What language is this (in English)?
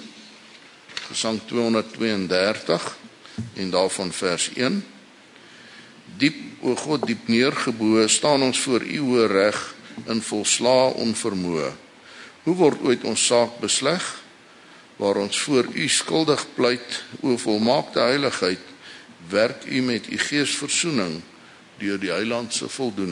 Afrikaans